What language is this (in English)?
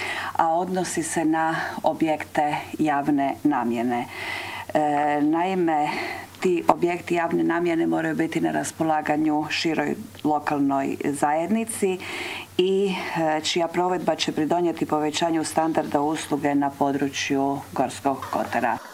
Croatian